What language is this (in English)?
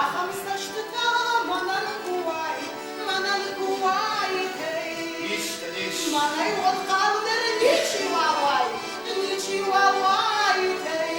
Ossetic